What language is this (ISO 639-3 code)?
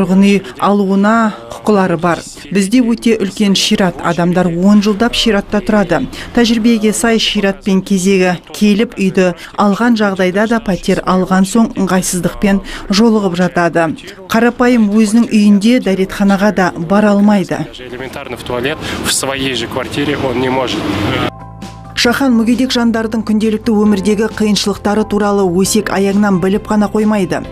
kaz